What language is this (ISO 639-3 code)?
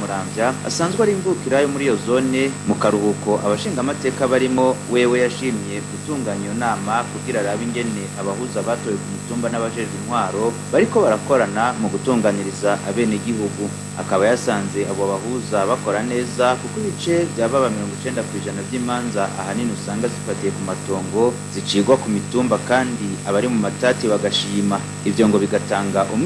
run